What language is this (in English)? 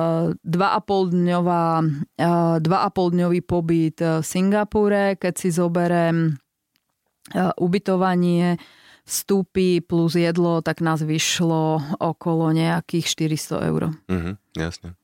Slovak